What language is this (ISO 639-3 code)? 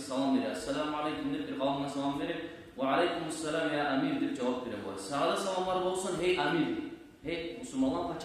kum